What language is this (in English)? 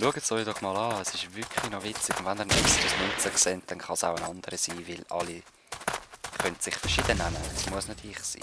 Swiss German